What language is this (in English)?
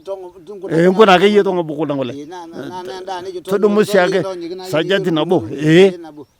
Masai